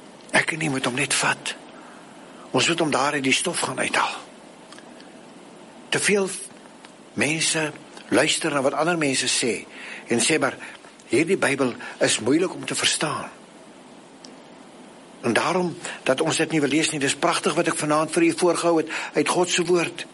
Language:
Afrikaans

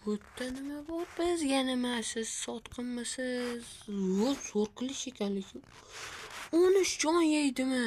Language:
Uzbek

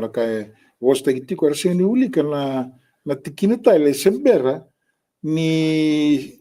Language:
Fijian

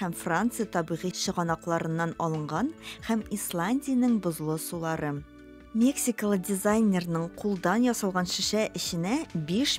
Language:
Tatar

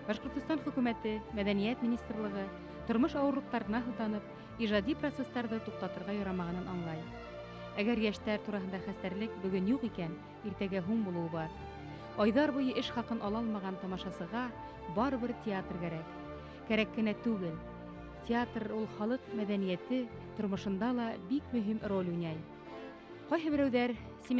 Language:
Bashkir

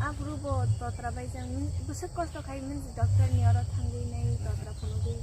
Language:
Kok Borok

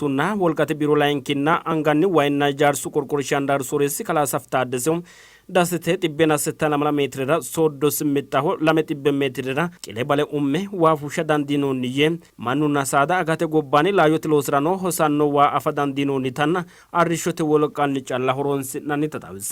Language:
Sidamo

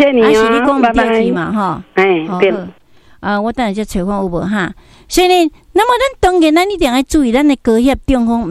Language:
Min Nan Chinese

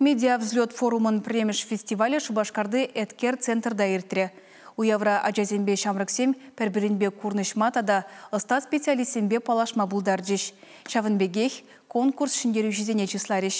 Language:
Chuvash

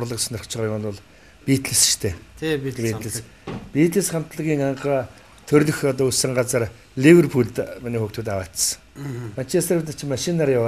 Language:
Mongolian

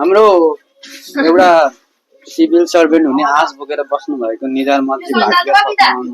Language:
Nepali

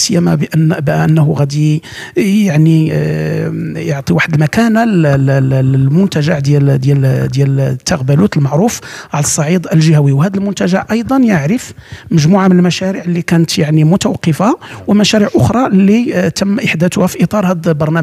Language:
Moroccan Arabic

